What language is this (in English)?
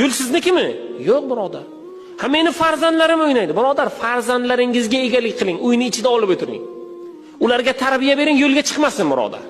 Uzbek